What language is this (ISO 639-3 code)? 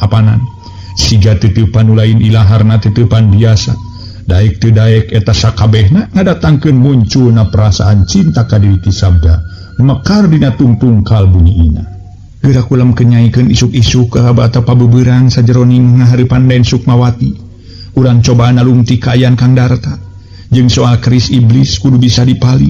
sun